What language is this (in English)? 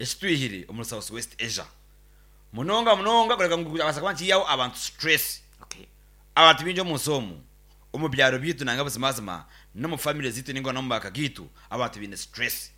Nyankole